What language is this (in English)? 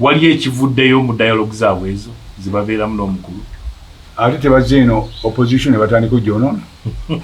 Ganda